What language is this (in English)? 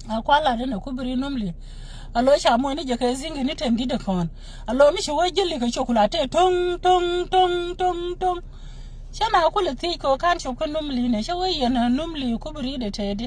Nuer